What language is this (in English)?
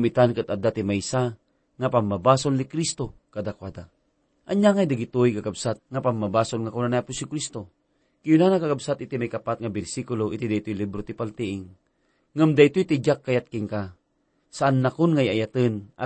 Iloko